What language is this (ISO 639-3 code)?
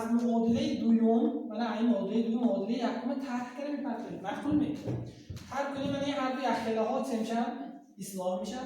tgk